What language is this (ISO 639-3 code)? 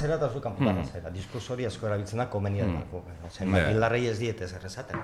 eus